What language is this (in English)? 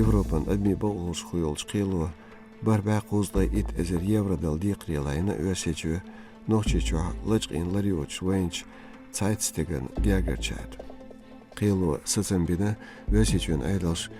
Chechen